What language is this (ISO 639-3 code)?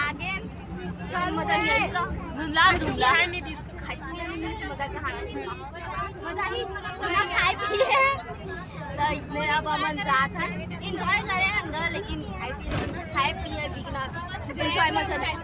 hne